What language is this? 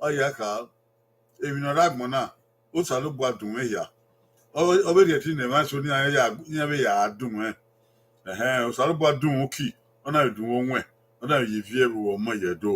Bini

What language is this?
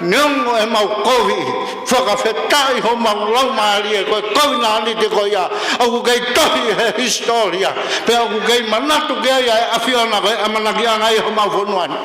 Tongan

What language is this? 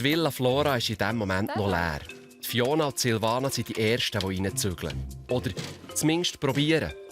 Swiss German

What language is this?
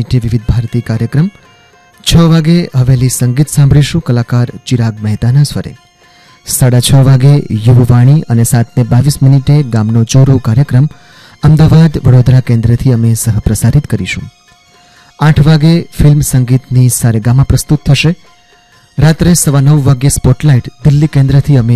Gujarati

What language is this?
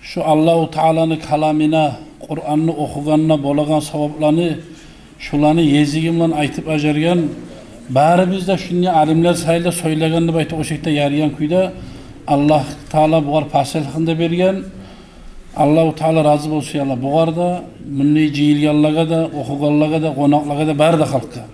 Kumyk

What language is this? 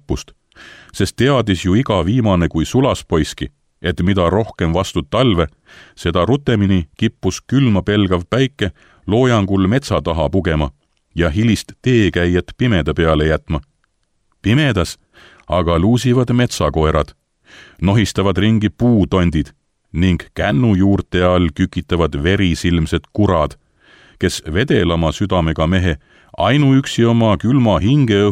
Estonian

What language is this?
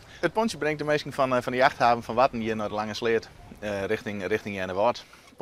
Western Frisian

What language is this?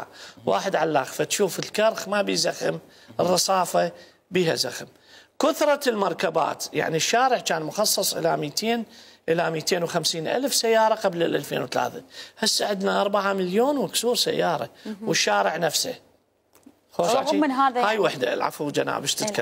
Mesopotamian Arabic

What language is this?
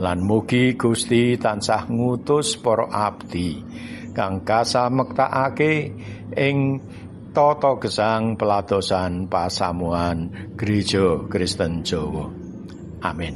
Javanese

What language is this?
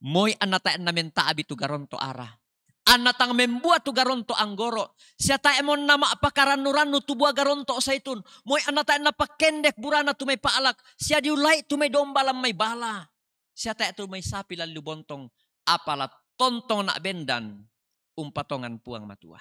Toraja-Sa'dan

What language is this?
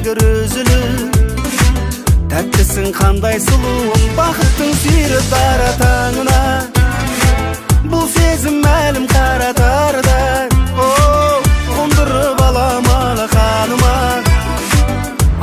Kazakh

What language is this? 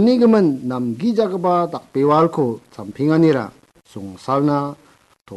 Garo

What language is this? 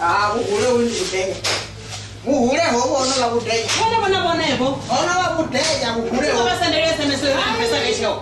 Venda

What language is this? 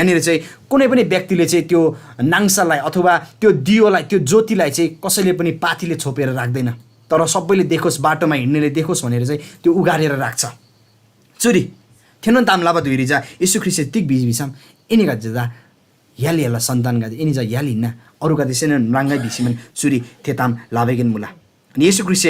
Eastern Tamang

